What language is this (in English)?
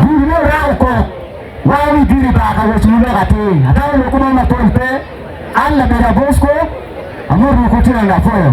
Acoli